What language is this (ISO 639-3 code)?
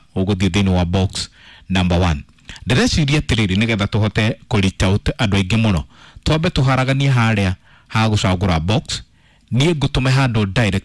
kik